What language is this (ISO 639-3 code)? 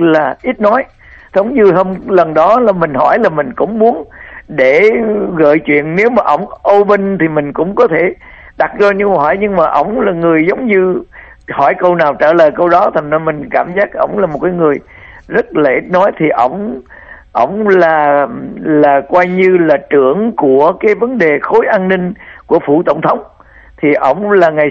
vie